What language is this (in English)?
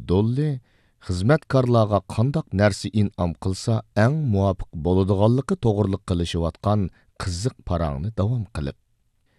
Uyghur